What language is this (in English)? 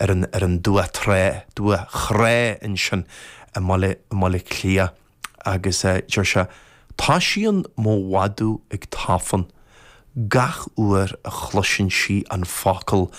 Irish